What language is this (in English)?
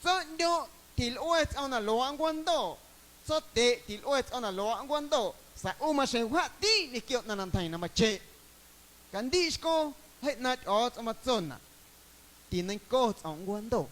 Guerrero Amuzgo